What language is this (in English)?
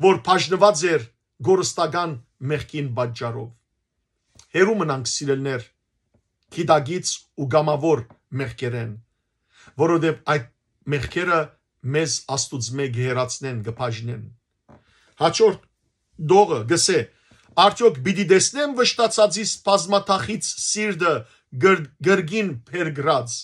Western Armenian